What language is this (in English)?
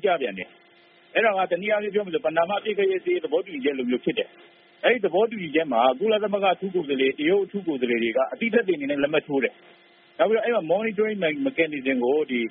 Burmese